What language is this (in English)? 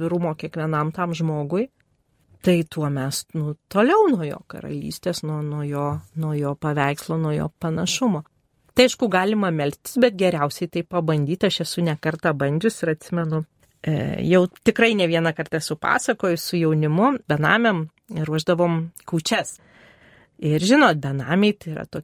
Lithuanian